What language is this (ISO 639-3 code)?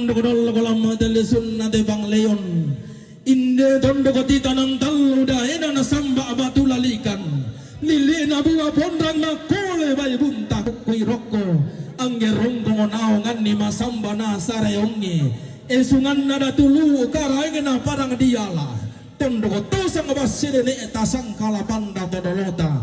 sda